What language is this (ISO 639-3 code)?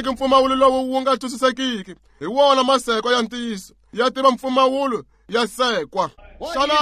tso